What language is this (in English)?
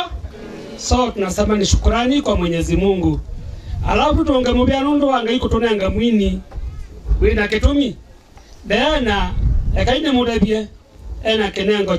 Kamba